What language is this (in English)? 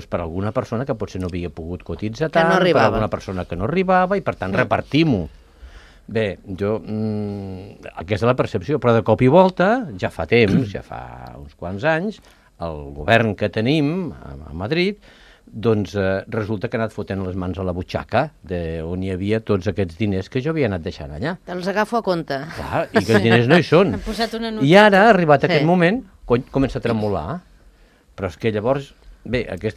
Catalan